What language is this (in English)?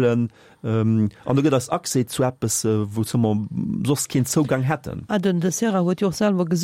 Luxembourgish